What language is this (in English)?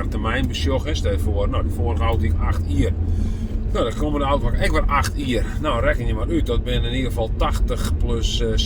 Western Frisian